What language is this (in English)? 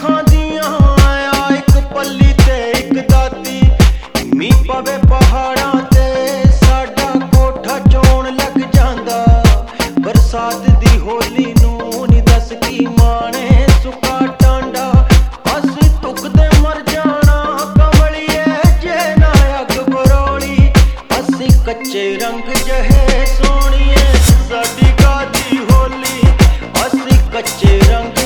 Punjabi